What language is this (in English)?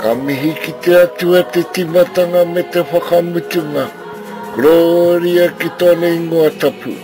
Māori